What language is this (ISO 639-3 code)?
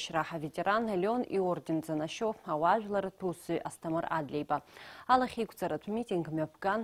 abk